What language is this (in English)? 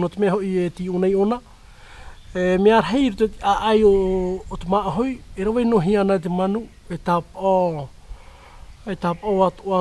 Tahitian